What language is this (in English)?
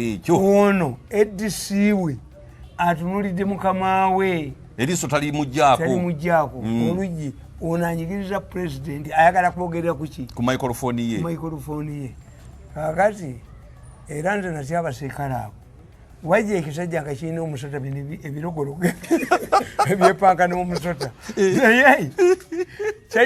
Ganda